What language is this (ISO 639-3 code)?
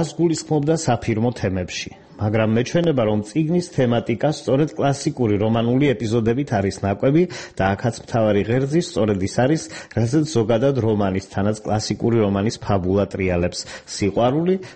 kat